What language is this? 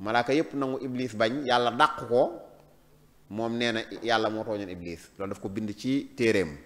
Wolof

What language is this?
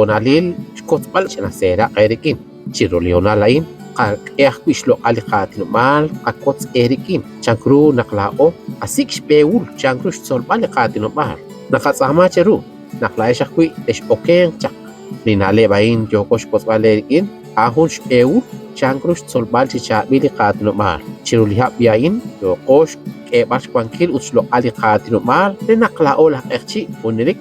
Kekchí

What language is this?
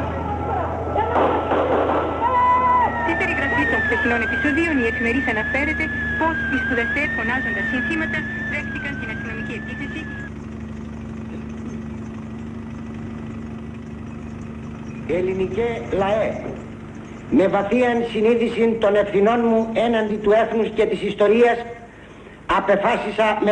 Greek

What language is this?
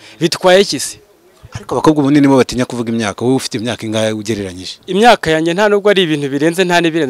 Kinyarwanda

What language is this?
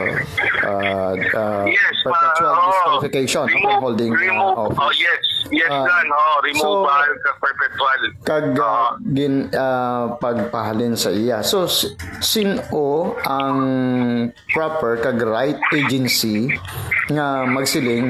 Hiligaynon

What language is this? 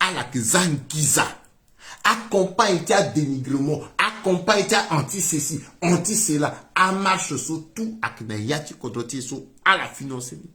Sango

